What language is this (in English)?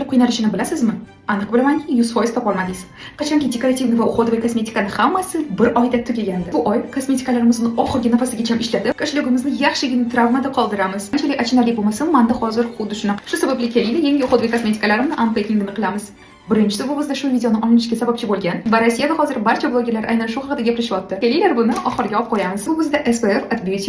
Uzbek